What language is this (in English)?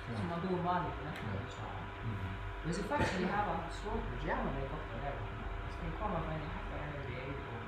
Faroese